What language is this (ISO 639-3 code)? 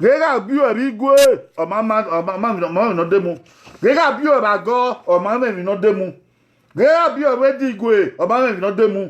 bin